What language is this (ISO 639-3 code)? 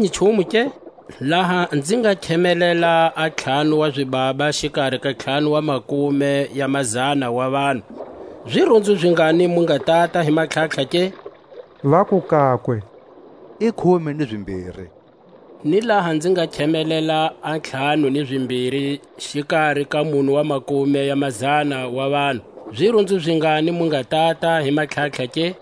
tsc